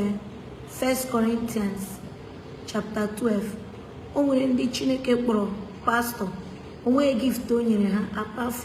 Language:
Igbo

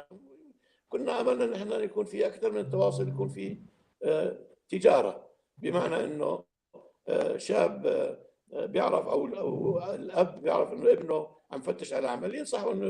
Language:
North Levantine Arabic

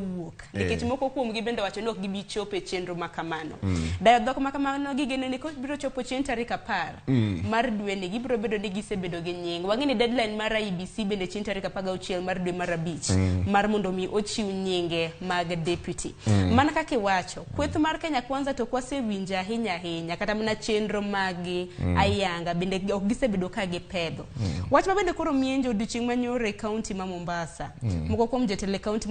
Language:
Luo (Kenya and Tanzania)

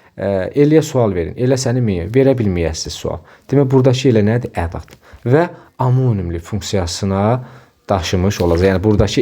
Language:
Azerbaijani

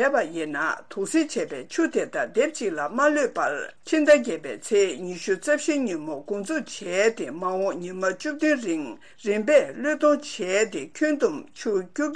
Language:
Tibetan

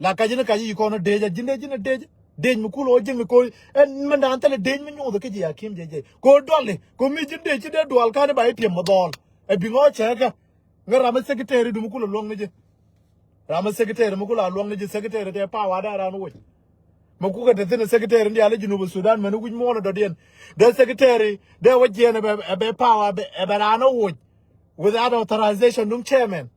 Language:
Nuer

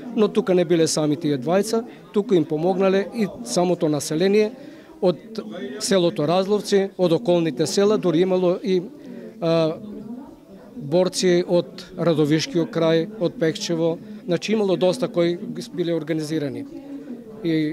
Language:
Macedonian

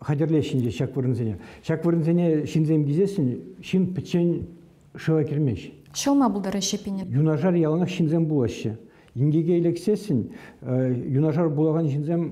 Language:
Chuvash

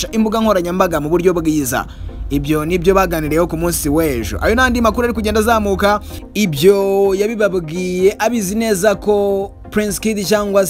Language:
Kinyarwanda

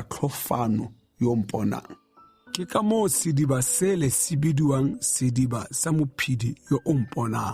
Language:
Tswana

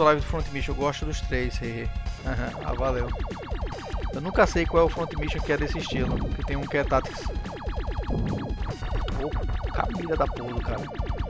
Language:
Portuguese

